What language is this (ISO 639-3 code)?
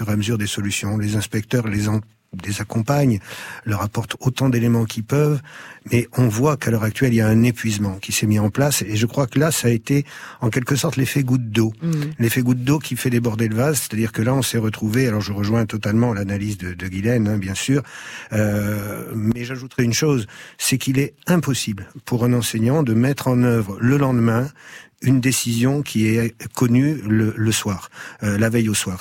fra